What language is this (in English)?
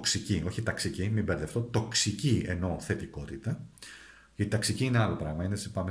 Greek